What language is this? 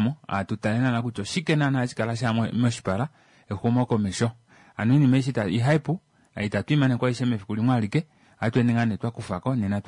Kuanyama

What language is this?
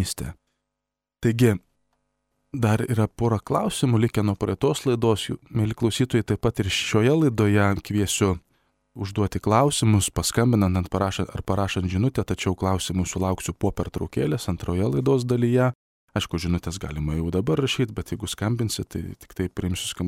Lithuanian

